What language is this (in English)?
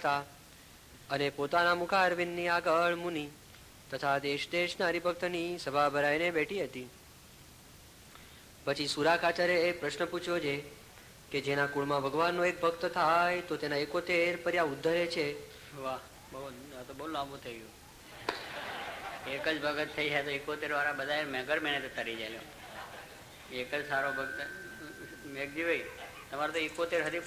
Gujarati